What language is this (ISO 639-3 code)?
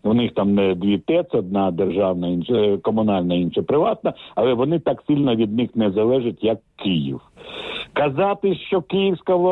ukr